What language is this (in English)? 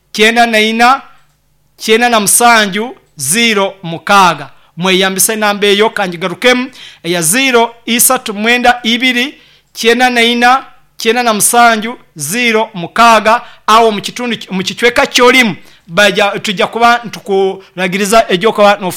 Nyoro